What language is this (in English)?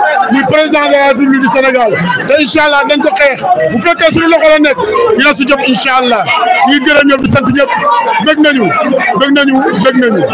Wolof